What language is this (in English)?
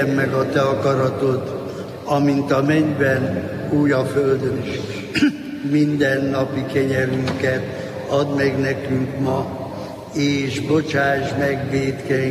Hungarian